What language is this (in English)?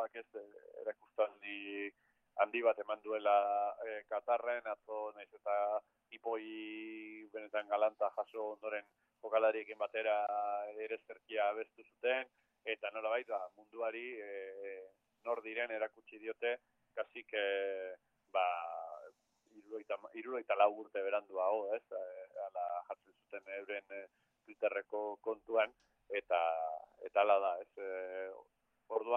Basque